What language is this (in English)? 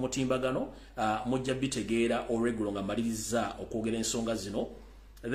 Ganda